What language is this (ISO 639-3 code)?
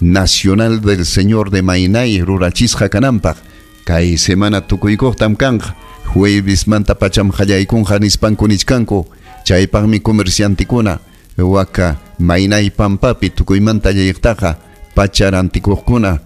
quy